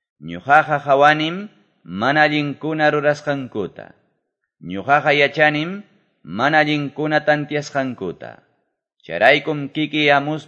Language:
Quechua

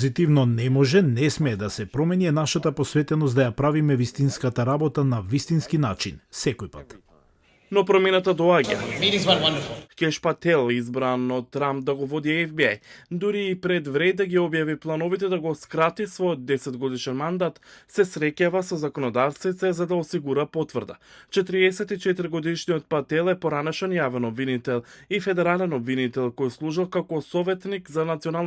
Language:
Macedonian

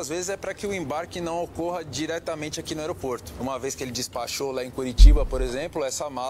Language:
Portuguese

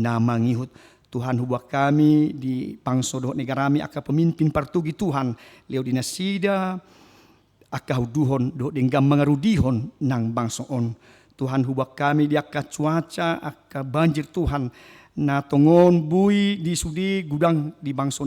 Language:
Batak Toba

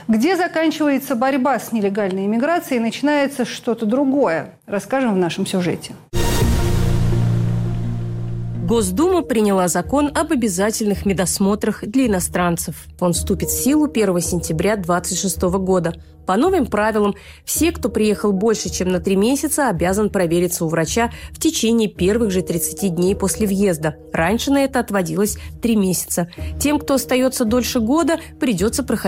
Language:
Russian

